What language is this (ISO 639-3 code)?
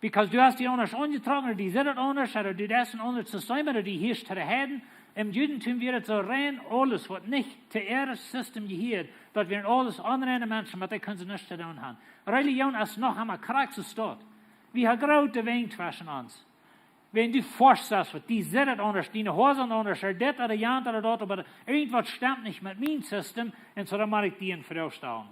pdt